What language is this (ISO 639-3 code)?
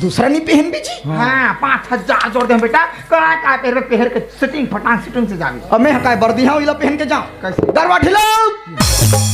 hne